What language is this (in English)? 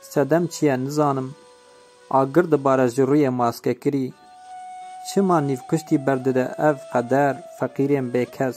Kurdish